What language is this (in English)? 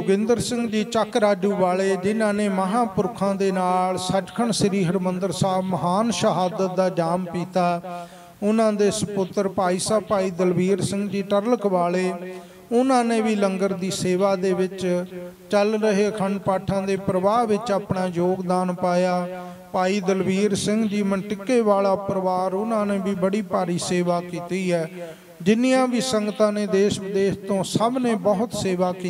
Punjabi